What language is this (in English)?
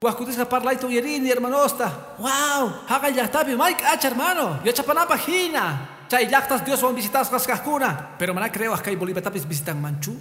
Quechua